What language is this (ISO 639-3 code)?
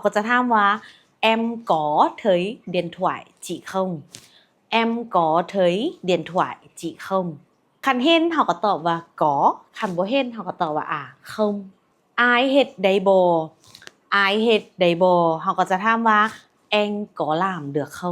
lao